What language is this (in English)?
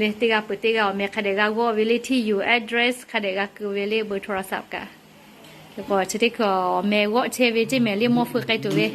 Lahu